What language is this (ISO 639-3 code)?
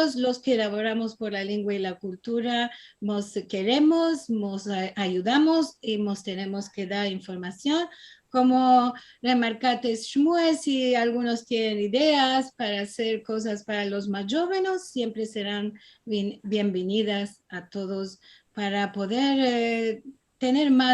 lad